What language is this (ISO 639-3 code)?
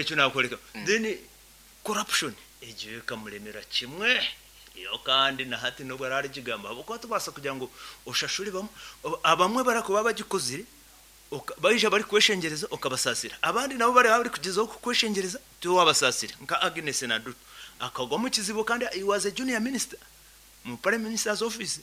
nyn